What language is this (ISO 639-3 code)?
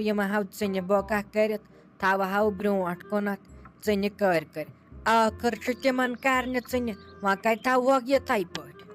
kas